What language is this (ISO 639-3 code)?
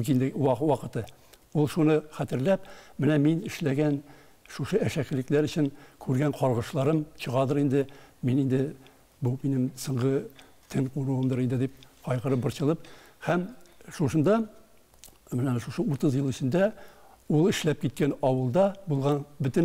tat